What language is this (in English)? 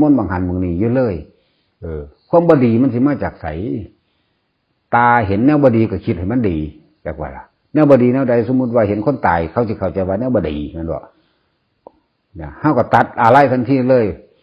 Northeastern Thai